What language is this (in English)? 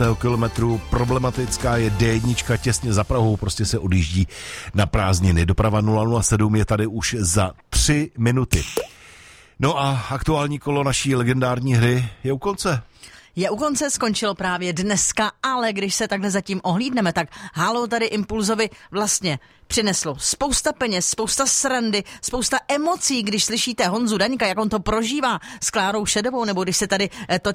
Czech